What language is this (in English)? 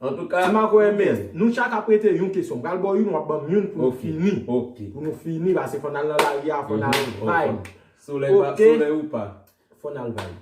Haitian Creole